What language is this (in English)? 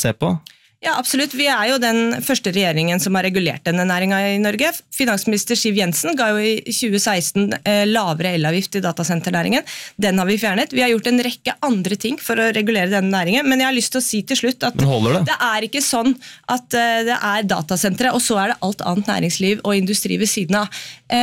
Norwegian